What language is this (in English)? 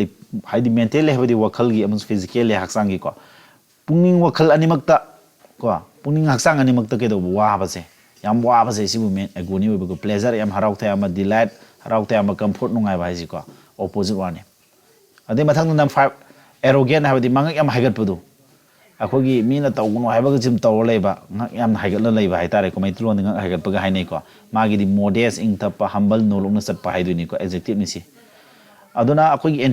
Manipuri